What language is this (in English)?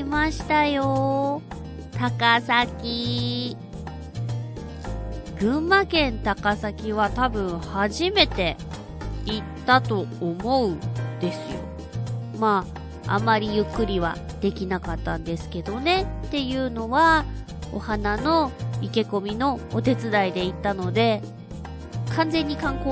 Japanese